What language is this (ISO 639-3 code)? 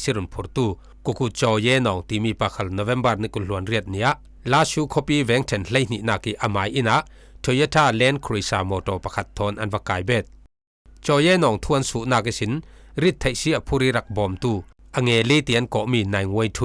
cfm